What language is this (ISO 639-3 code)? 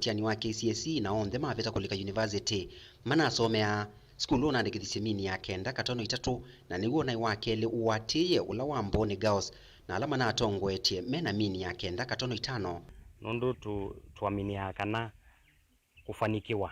kam